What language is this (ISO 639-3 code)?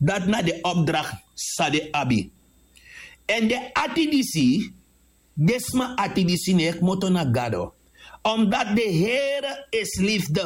srn